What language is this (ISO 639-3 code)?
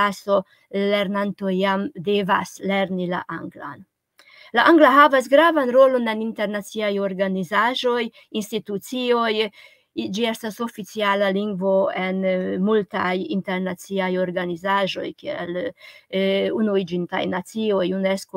epo